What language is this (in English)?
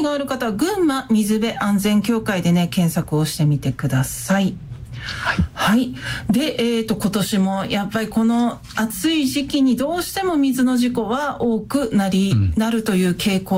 Japanese